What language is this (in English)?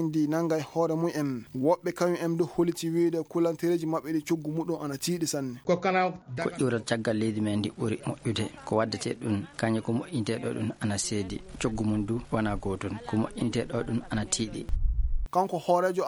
Fula